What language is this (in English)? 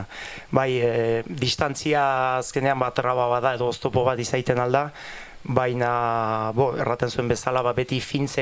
Basque